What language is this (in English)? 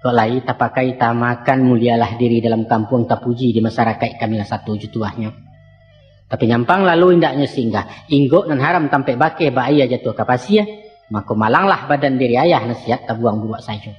Minangkabau